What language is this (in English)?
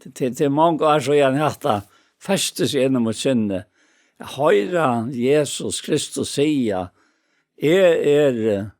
Faroese